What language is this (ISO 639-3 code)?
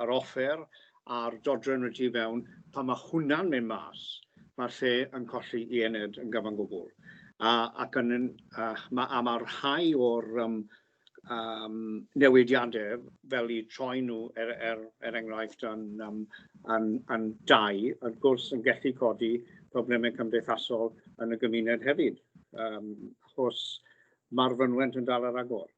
cym